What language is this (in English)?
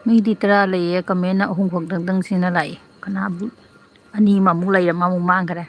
Manipuri